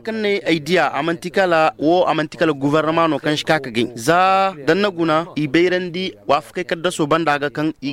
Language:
Zarma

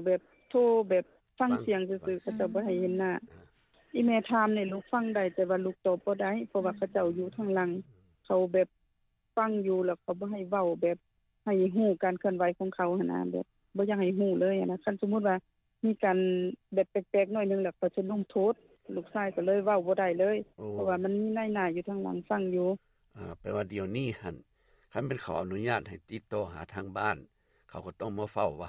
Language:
Lao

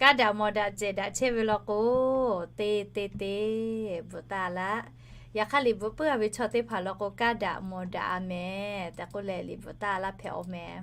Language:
Lahu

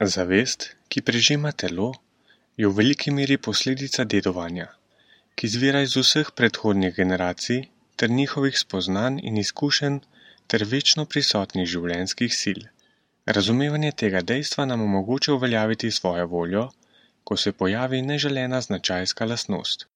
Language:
Slovenian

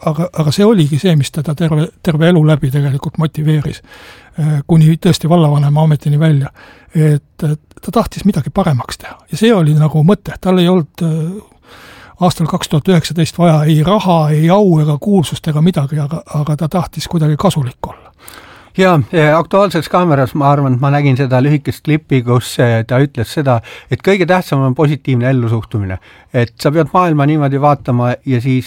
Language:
Estonian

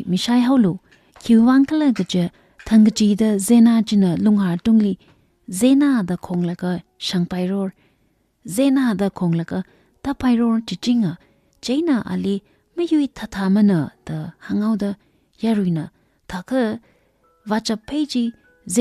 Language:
Tangkhul Naga (India)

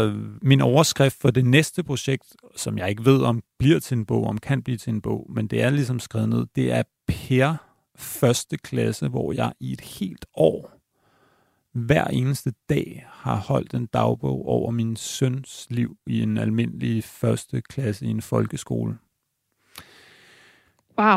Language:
Danish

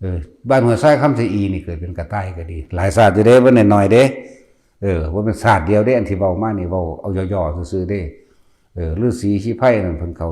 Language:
Northeastern Thai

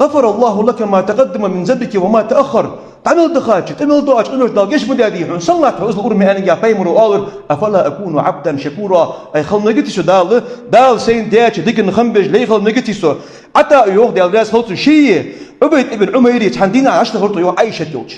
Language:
Ingush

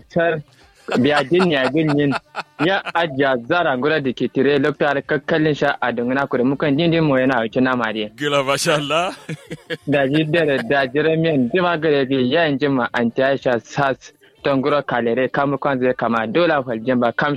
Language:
Kanuri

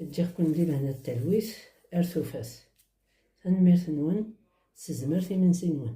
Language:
Kabyle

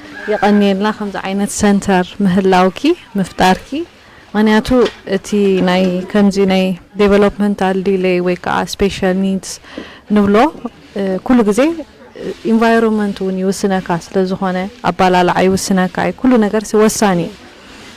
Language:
Tigrinya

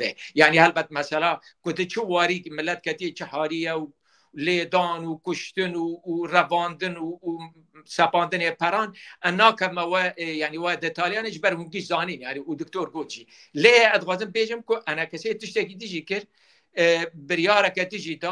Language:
Kurdish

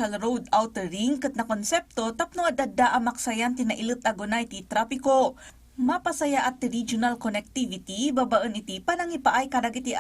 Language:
Iloko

